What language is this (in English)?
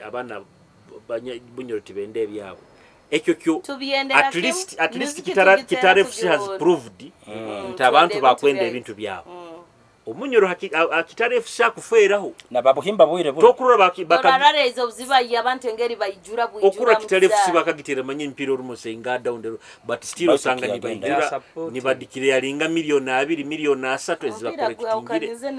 Nyoro